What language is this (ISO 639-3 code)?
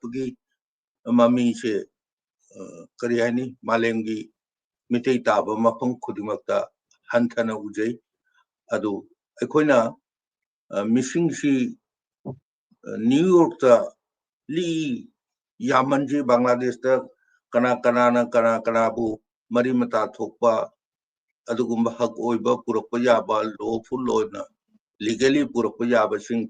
mni